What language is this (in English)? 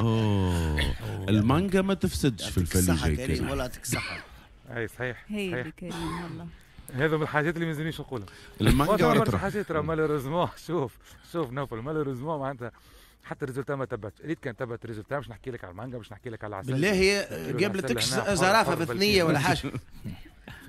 Tunisian Arabic